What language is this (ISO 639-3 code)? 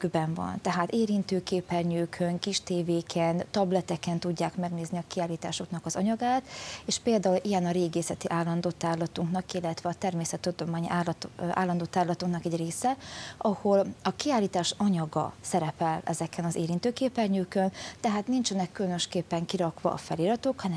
hun